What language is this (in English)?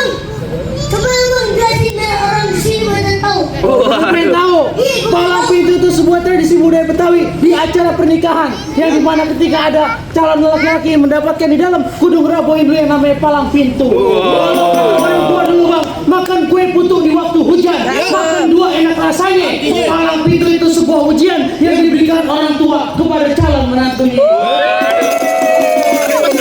Betawi